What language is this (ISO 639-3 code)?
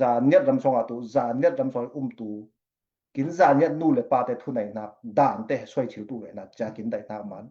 cfm